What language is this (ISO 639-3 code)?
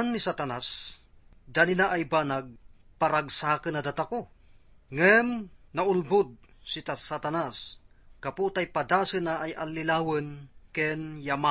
ilo